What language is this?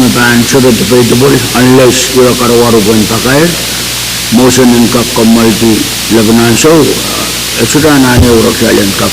Pohnpeian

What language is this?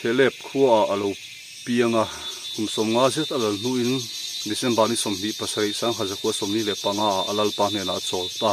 Mizo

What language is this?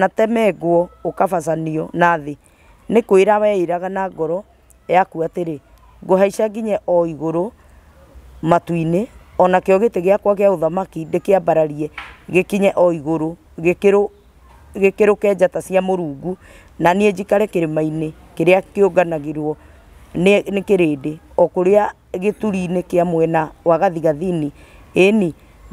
Kikuyu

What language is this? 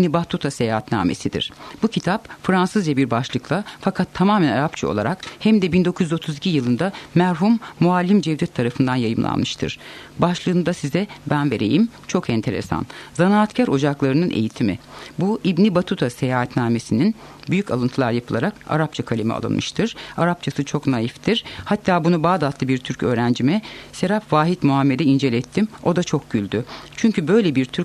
Turkish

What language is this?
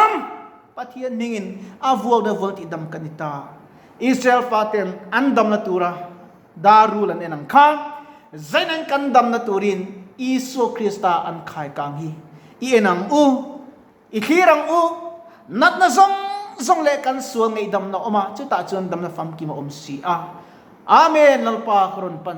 Mizo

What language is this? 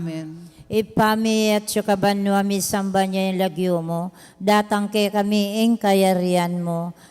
Pampanga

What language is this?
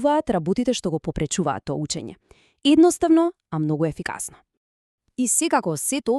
Macedonian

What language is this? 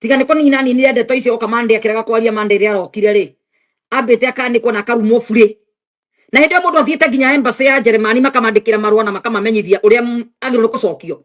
Kikuyu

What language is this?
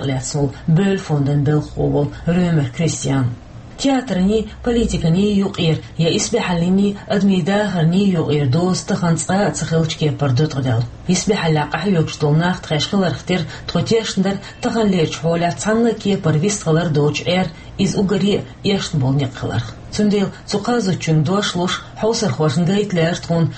Chechen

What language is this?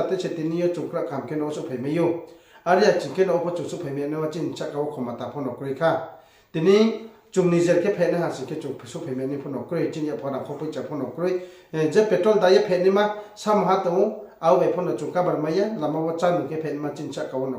Riang (India)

